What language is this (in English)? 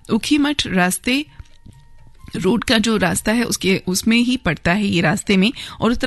Hindi